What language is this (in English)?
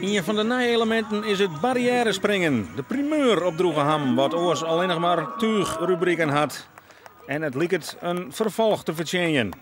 Western Frisian